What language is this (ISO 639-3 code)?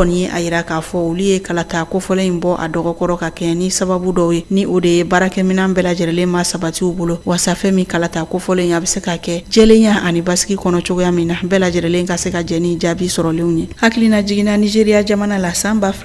bam